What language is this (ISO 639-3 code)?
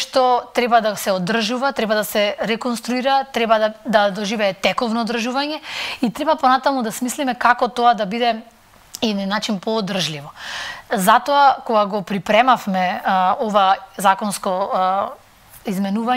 mkd